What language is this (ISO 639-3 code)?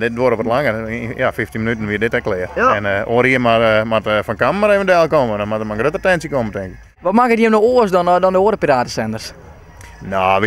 fry